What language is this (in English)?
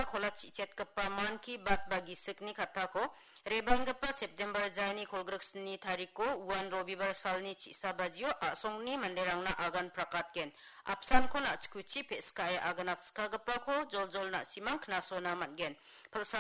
Garo